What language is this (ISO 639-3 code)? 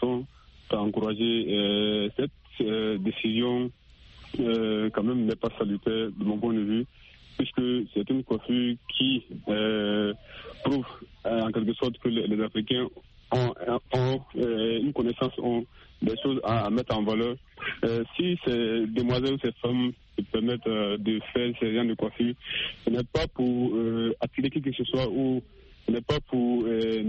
fra